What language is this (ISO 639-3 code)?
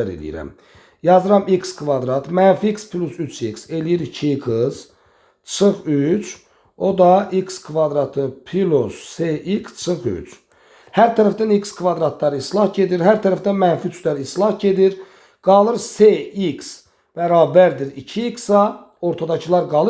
aze